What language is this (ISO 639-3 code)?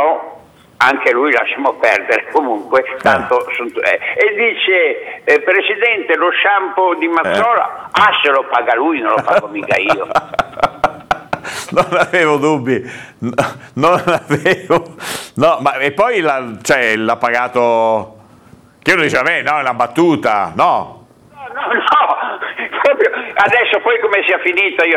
ita